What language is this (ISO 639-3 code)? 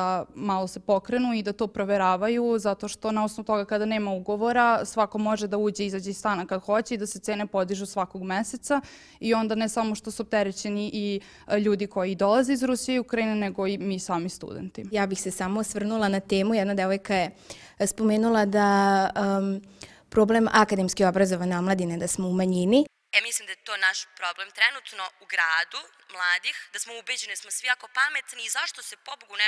srp